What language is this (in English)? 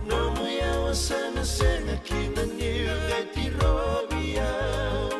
Fijian